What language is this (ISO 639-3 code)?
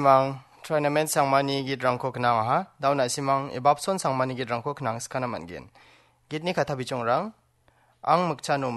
grt